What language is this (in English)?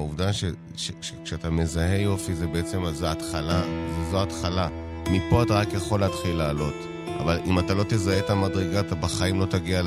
Hebrew